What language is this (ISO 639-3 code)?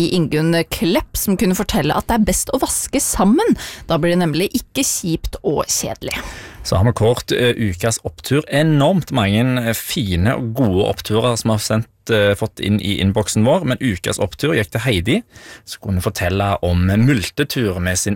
nor